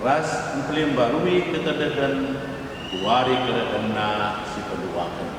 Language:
Batak Karo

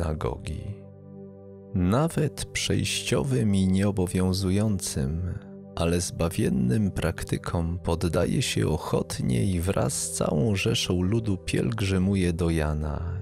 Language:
Polish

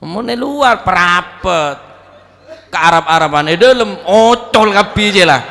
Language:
Madurese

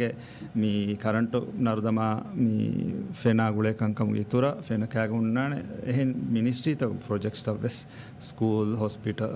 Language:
Divehi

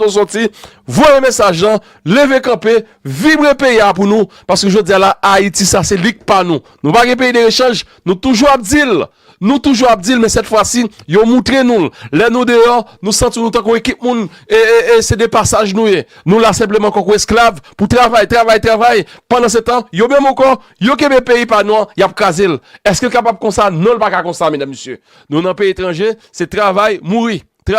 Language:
Haitian Creole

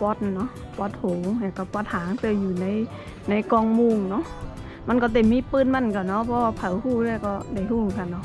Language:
Shan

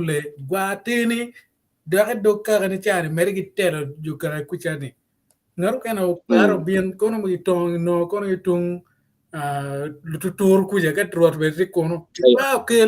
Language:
Acoli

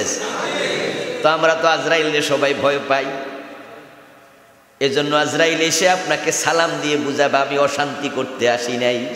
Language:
Bangla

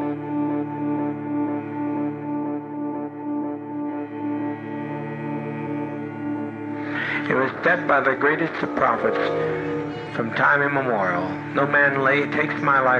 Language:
Catalan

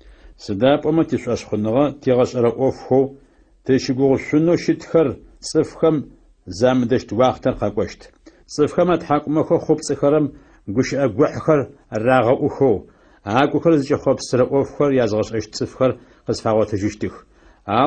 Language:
Adyghe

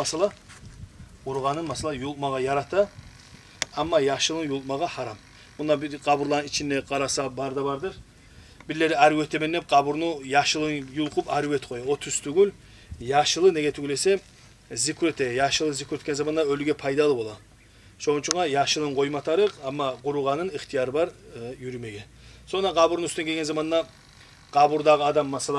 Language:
Kumyk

